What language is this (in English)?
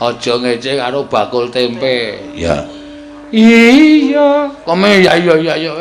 Javanese